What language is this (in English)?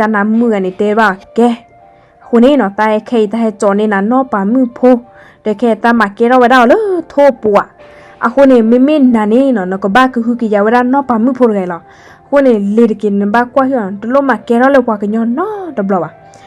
S'gaw Karen